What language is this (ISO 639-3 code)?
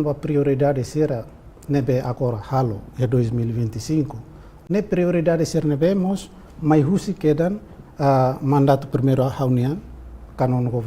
tet